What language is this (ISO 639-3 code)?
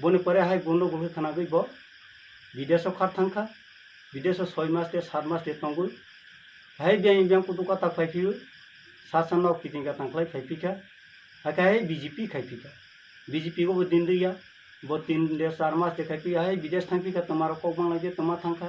trp